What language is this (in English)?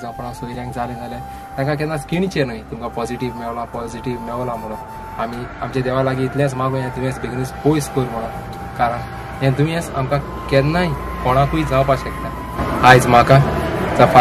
Konkani